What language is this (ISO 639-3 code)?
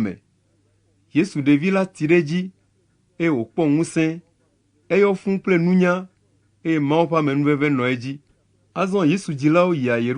ewe